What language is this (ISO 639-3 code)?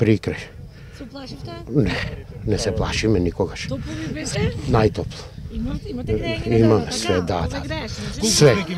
mkd